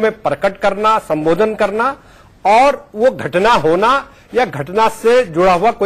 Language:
Hindi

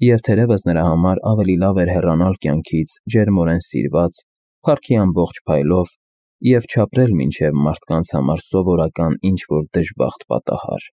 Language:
Armenian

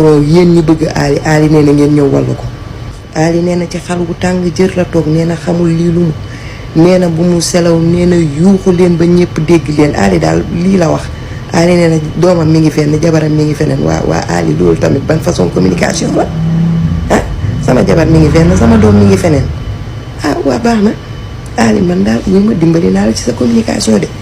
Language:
Wolof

